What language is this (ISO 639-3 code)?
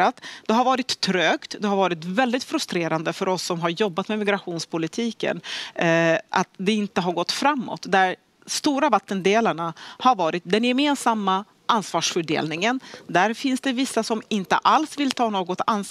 swe